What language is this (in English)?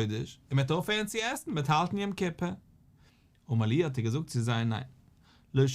Yiddish